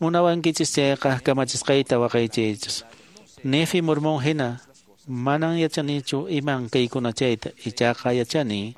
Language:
Quechua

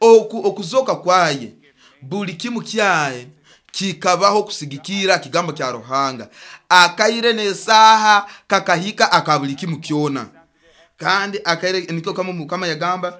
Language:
Nyoro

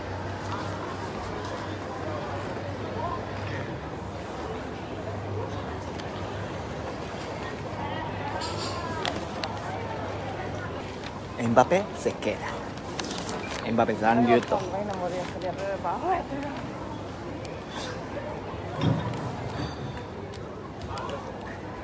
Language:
Japanese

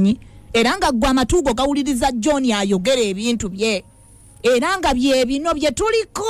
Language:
Ganda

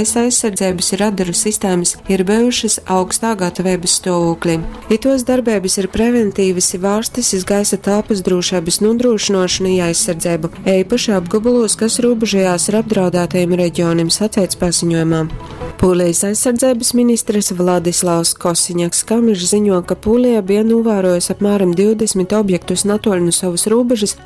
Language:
Latgalian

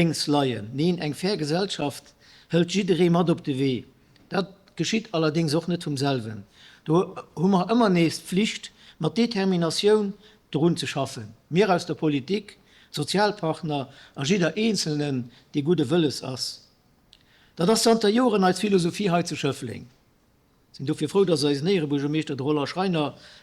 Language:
Luxembourgish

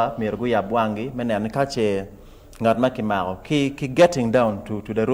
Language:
Acoli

